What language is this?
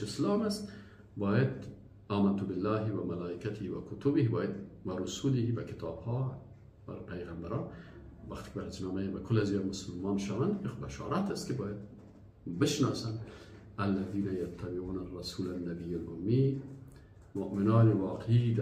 Persian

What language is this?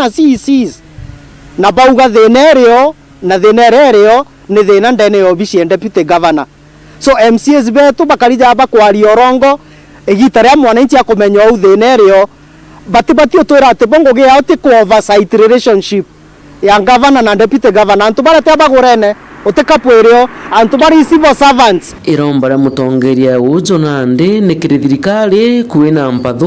Meru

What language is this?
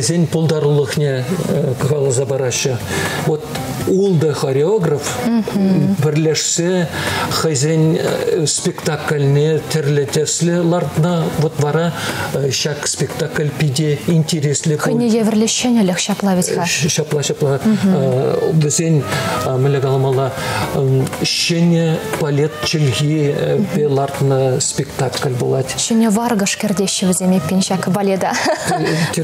Chuvash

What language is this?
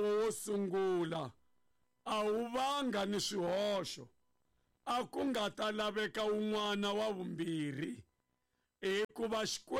Tsonga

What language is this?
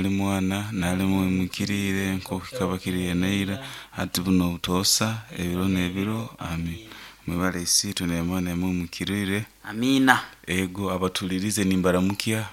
Nyoro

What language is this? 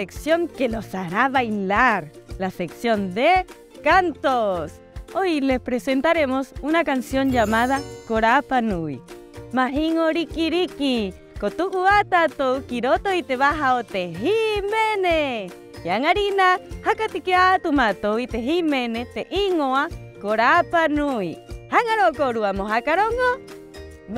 Rapanui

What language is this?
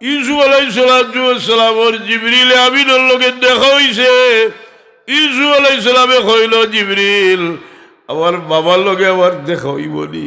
Sylheti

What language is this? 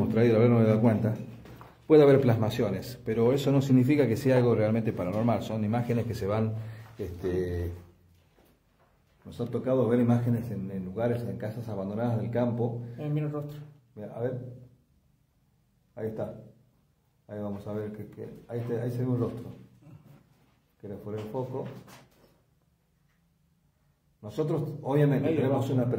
Spanish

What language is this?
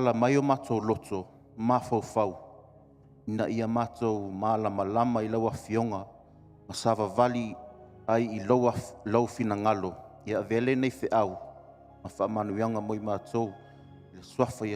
Samoan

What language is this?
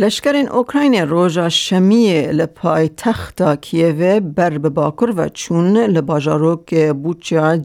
Kurdish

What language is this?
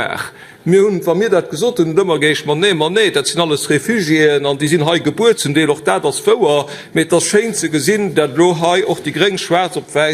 Luxembourgish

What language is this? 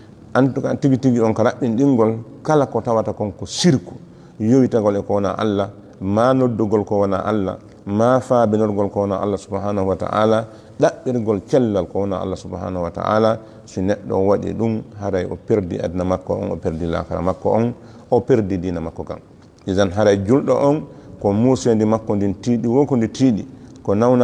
Fula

